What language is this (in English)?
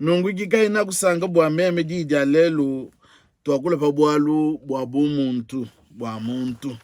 Luba-Lulua